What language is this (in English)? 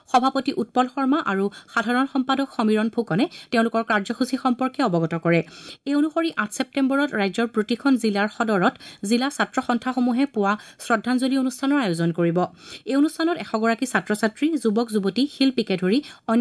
Assamese